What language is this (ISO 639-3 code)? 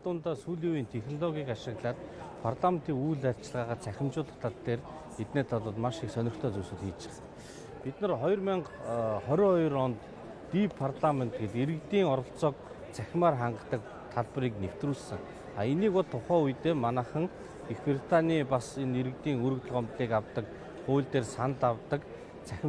mon